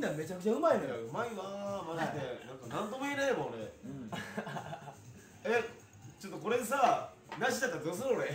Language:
Japanese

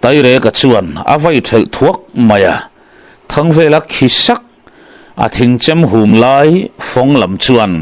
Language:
Mizo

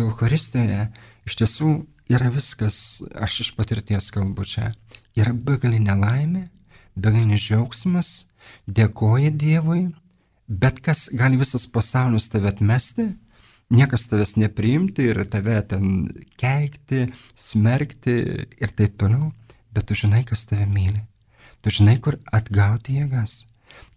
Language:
Lithuanian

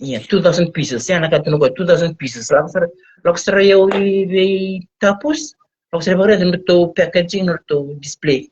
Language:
Fijian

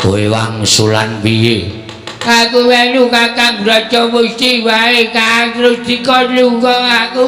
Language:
Javanese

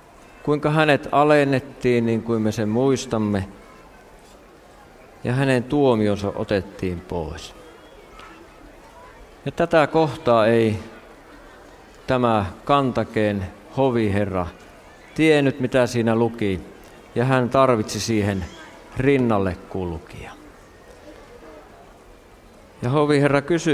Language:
Finnish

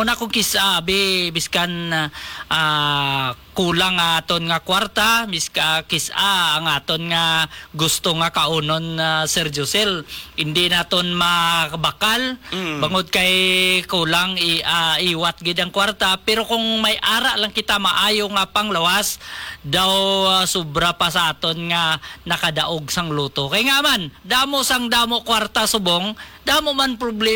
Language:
Hiligaynon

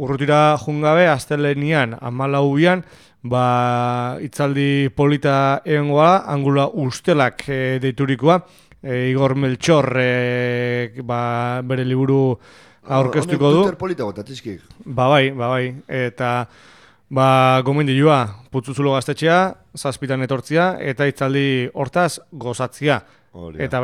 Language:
Basque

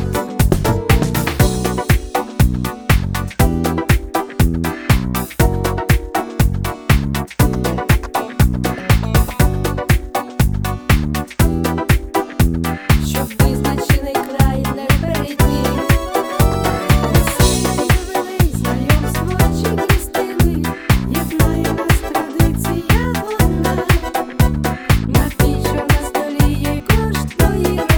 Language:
Ukrainian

